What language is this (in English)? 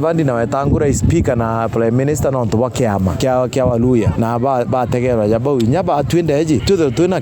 Meru